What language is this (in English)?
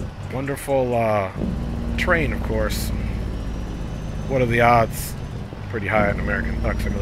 English